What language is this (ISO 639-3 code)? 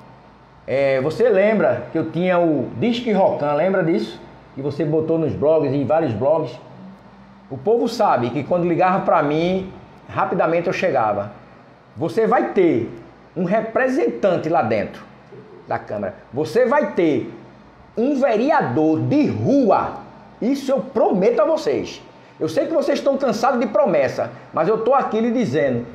por